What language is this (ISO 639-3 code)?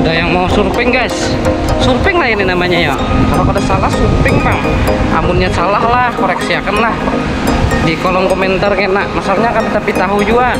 bjn